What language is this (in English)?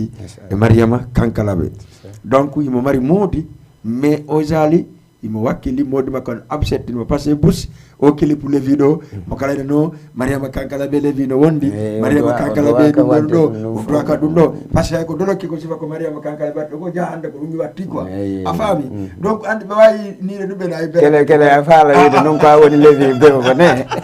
Fula